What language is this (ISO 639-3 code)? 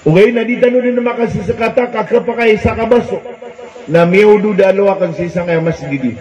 mrw